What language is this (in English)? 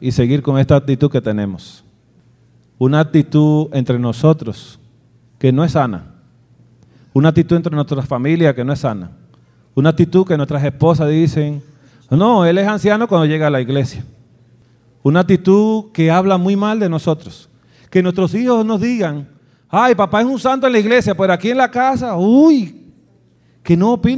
Spanish